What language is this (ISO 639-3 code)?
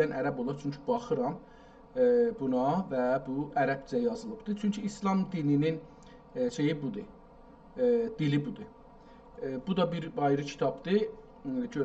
azb